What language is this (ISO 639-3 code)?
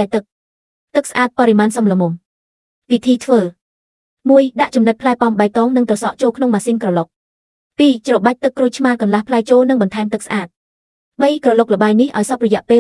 khm